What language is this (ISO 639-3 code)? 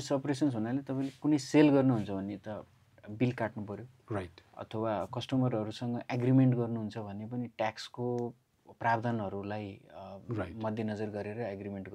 nep